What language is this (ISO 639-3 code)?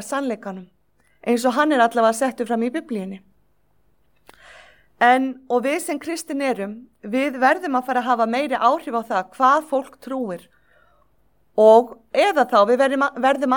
isl